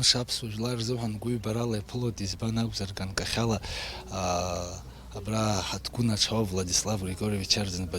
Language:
Abkhazian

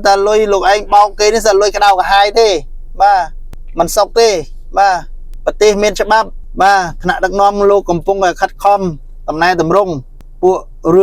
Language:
Khmer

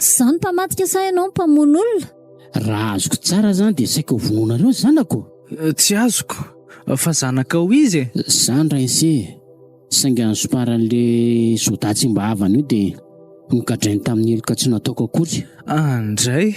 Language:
Malagasy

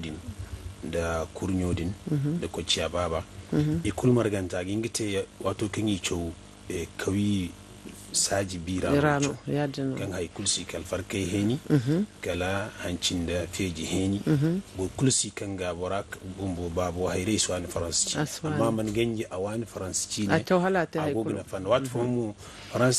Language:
Zarma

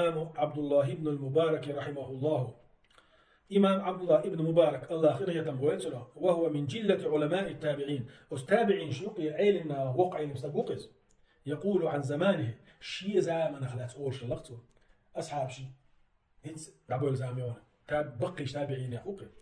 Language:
Chechen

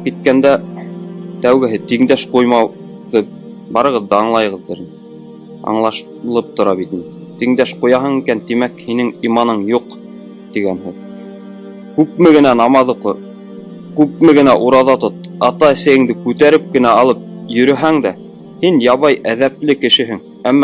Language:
Bashkir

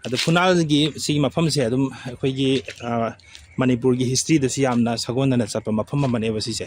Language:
Manipuri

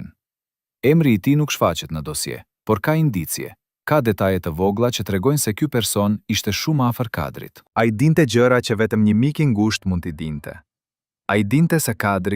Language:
Albanian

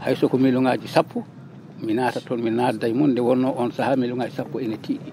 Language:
Fula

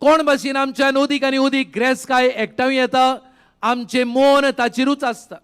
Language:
Konkani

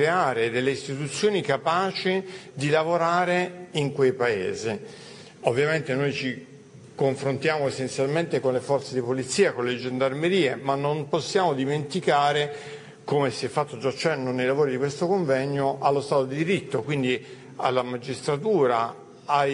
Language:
Italian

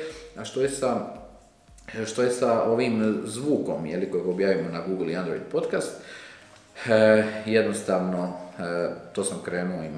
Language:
Croatian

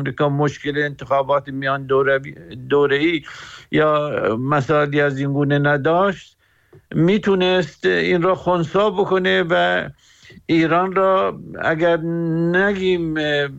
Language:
Persian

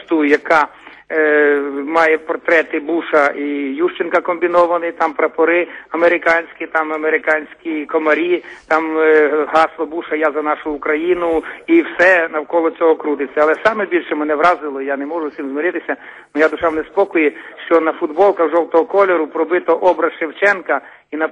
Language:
Ukrainian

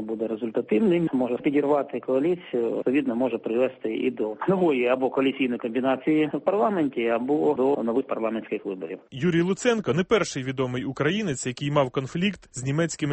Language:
Ukrainian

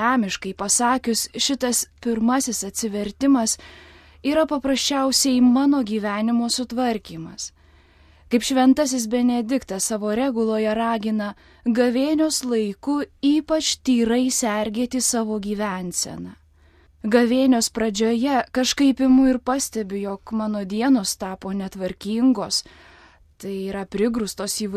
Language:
Lithuanian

